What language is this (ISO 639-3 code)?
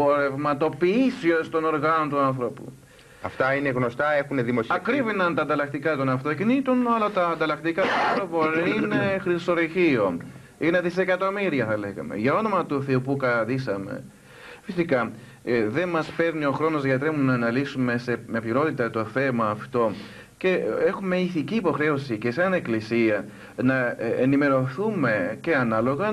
ell